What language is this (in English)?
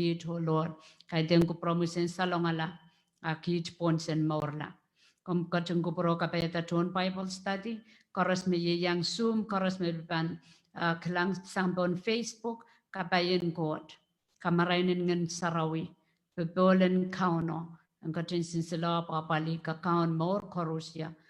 Pohnpeian